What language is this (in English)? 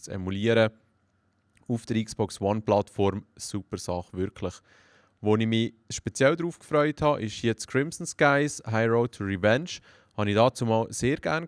Swiss German